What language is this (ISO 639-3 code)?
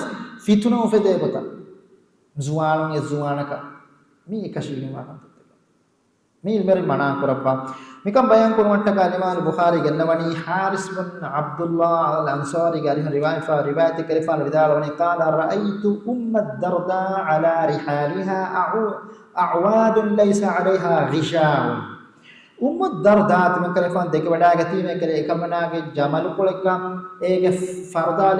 div